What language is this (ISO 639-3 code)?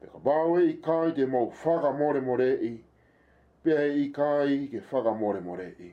ton